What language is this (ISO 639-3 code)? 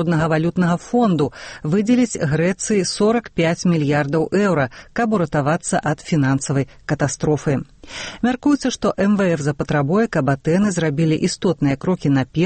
bel